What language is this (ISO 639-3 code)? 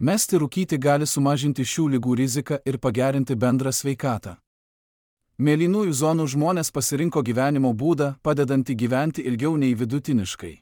lit